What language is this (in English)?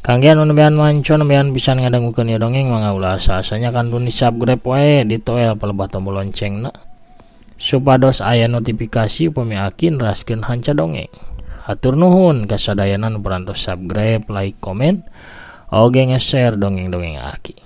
Sundanese